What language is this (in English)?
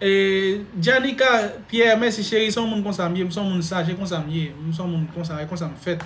Haitian Creole